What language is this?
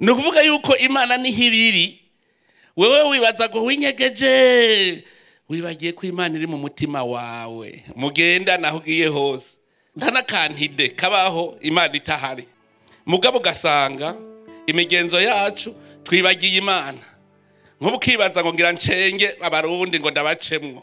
Rundi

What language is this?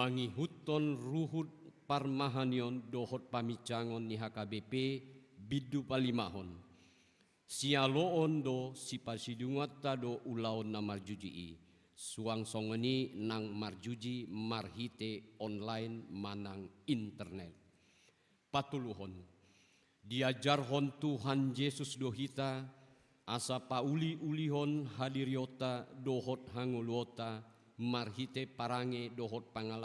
Batak Toba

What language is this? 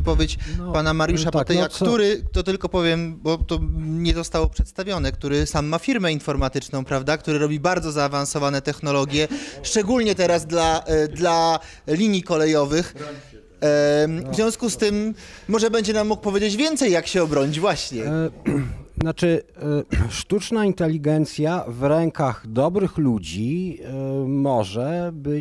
Polish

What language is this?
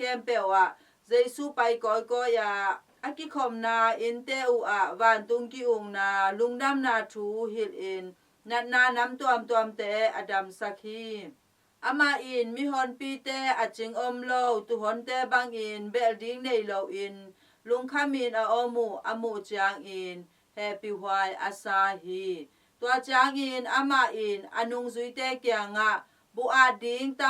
Tedim Chin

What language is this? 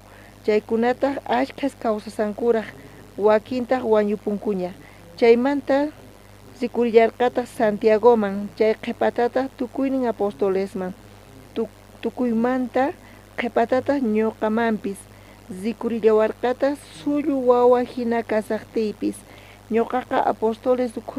South Bolivian Quechua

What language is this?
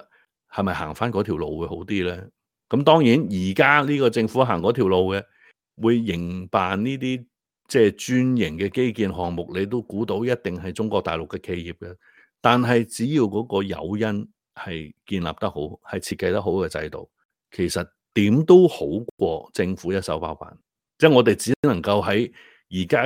Cantonese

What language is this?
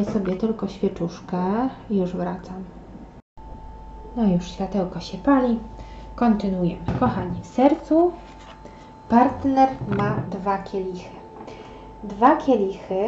Polish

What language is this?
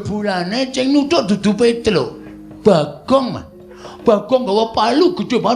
Javanese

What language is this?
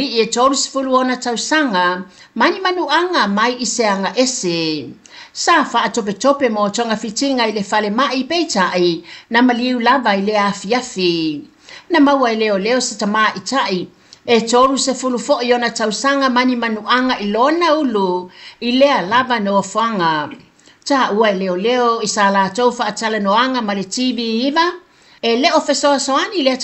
Samoan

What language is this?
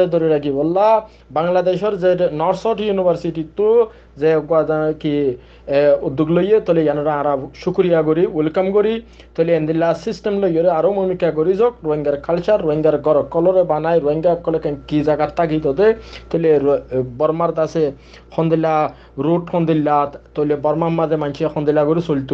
Rohingya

